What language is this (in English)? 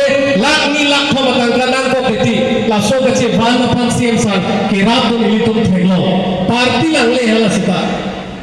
Karbi